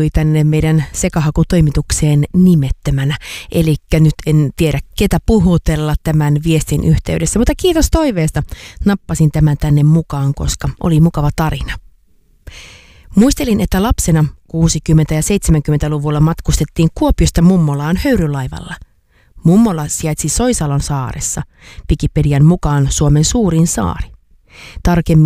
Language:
Finnish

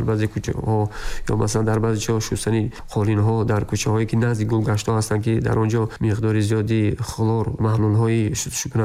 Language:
Tajik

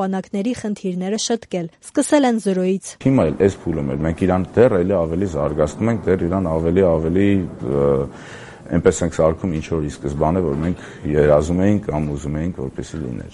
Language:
Armenian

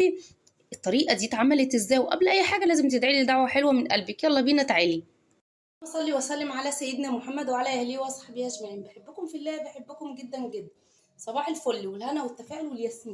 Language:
Egyptian Arabic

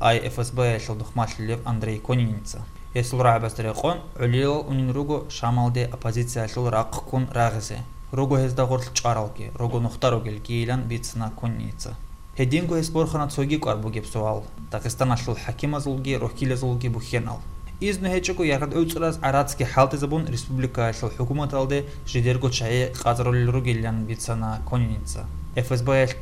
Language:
Avaric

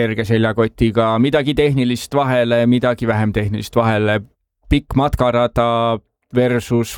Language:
Estonian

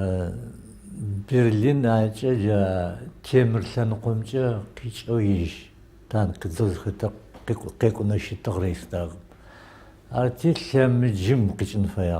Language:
Adyghe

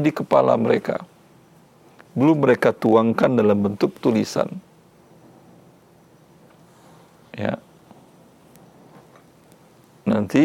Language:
Indonesian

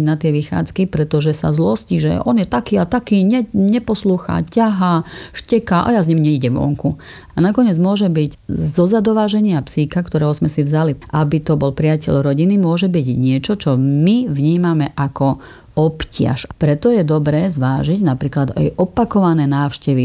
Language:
Slovak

